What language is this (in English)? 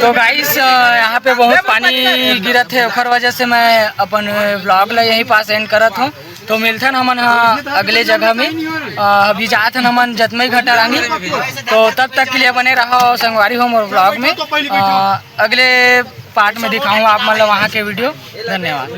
Chhattisgarhi